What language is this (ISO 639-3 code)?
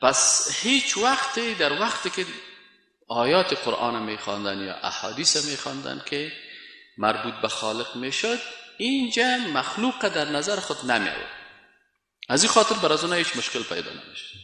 fas